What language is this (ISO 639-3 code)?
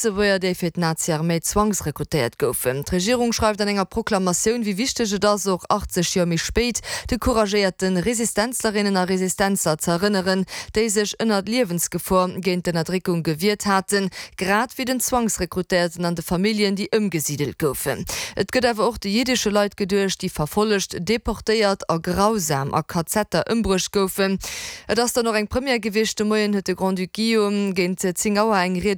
ltz